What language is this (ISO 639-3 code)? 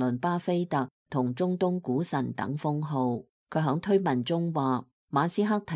yue